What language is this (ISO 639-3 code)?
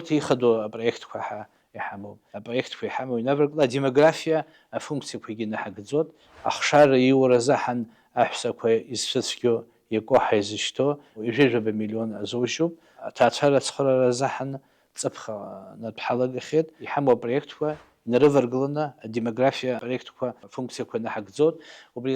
abk